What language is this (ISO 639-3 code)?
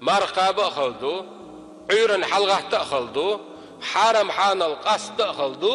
che